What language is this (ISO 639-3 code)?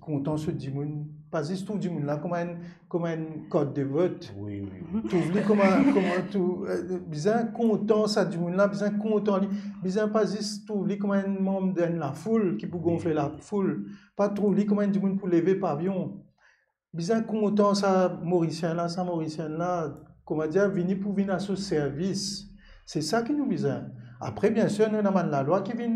mfe